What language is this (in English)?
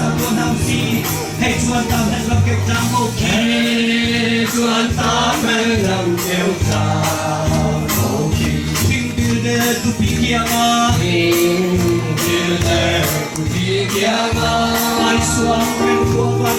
Hakha Chin